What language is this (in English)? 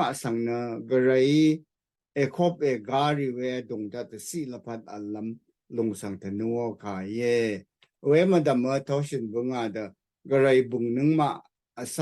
Rawang